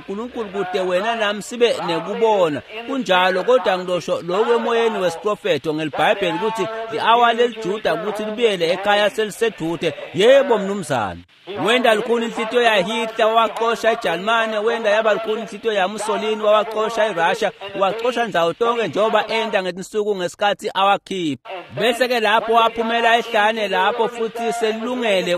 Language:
Swati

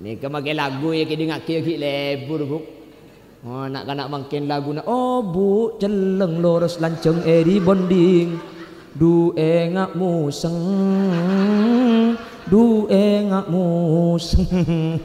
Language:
Madurese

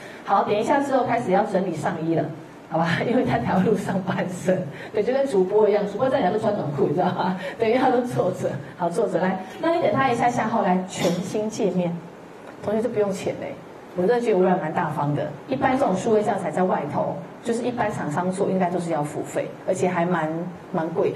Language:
Chinese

